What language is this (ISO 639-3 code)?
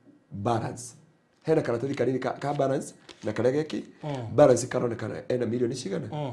kik